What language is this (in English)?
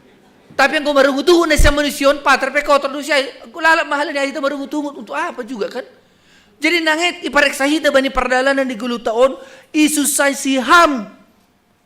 Batak Simalungun